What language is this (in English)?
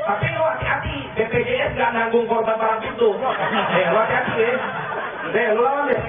Betawi